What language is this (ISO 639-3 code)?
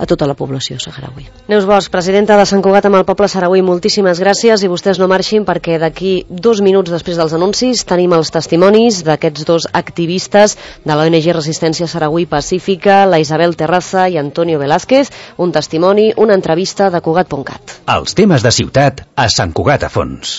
cat